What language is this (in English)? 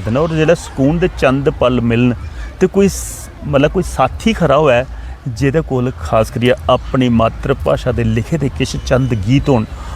Dogri